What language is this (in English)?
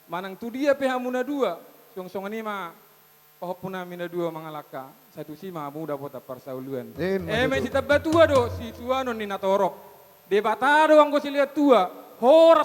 Batak Toba